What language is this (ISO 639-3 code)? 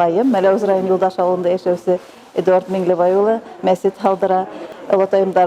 bak